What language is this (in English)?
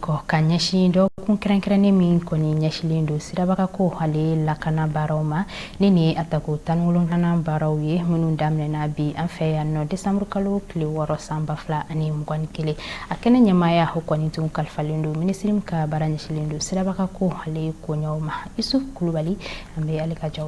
Bambara